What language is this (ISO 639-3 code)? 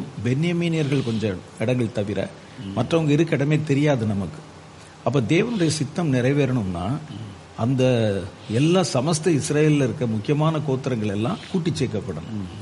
tam